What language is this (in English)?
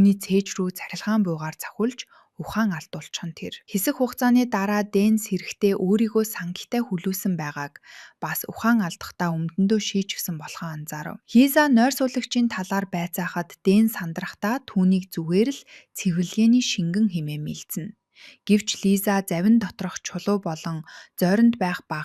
Mongolian